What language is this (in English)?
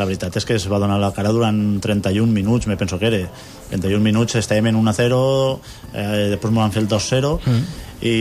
Catalan